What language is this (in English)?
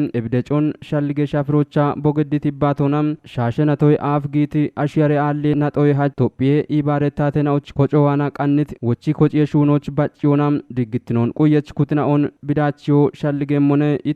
Kafa